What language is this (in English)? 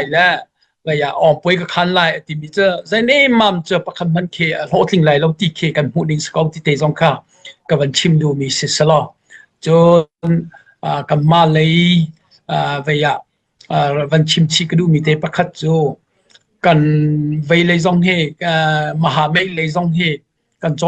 Falam Chin